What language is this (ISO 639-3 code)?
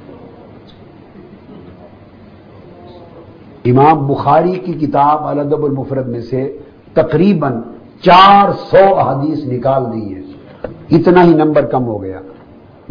urd